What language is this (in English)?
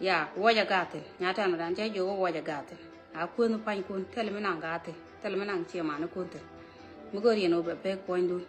Nuer